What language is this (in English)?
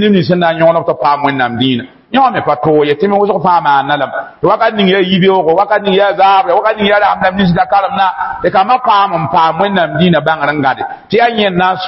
Mossi